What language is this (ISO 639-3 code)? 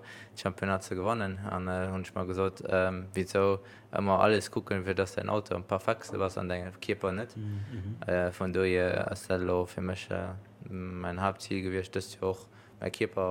ltz